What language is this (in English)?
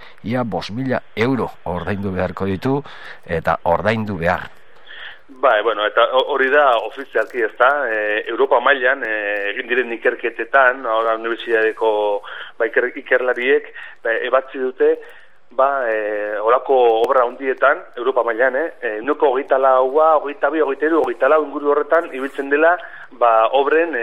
Basque